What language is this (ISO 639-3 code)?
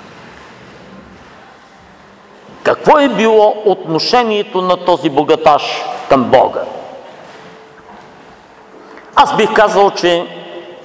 bul